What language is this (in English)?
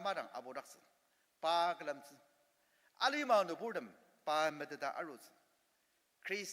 Ao Naga